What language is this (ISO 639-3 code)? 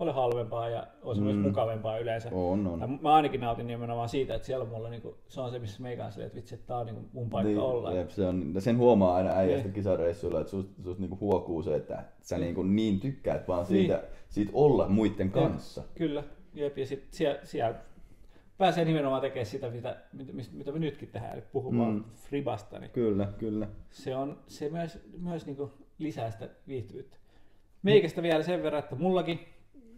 fin